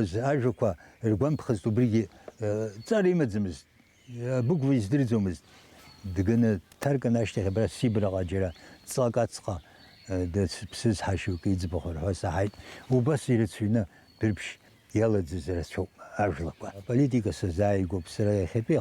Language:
Abkhazian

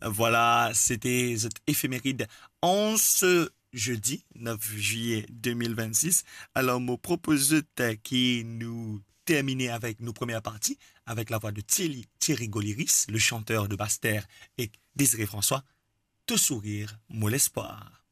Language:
Morisyen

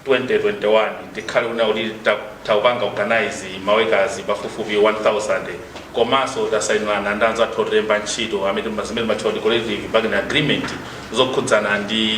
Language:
Nyanja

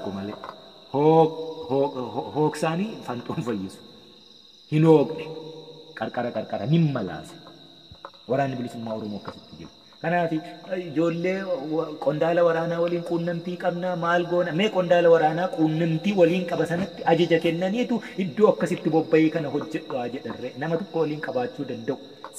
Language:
Oromo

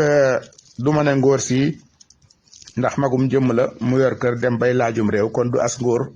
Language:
Wolof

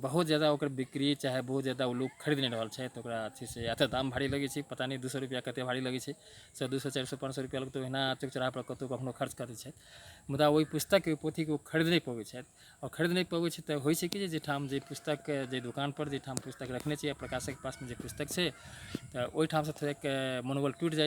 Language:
Maithili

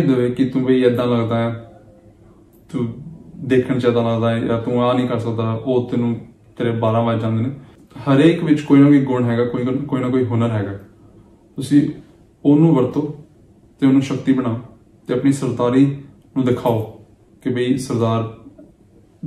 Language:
Punjabi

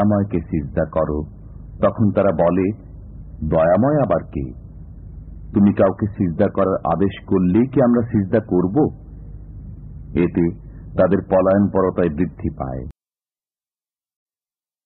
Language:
Bangla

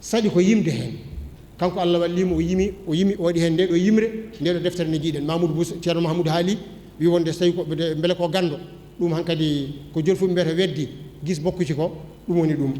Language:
Fula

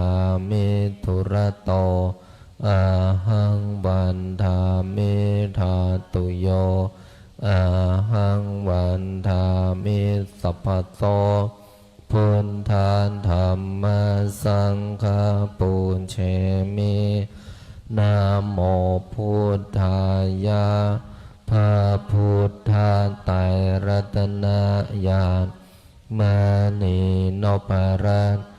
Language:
Pali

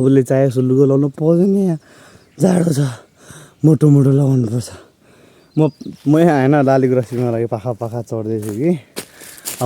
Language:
Nepali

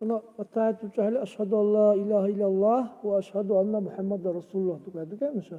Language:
Dargwa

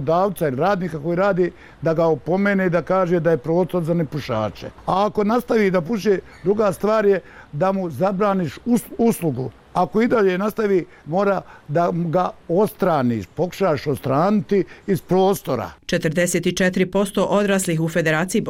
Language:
Bosnian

